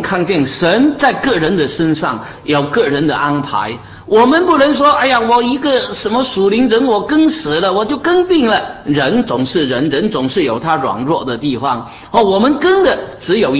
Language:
Chinese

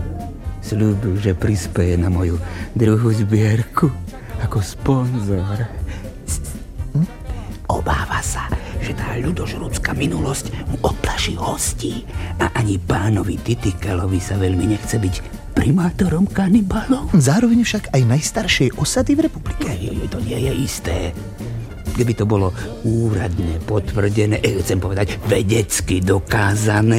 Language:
Slovak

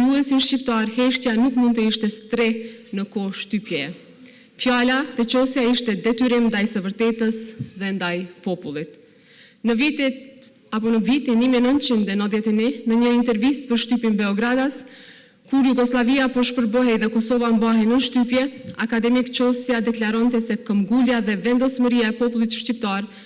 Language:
Albanian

